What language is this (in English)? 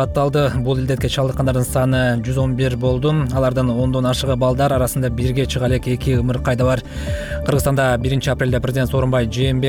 Kyrgyz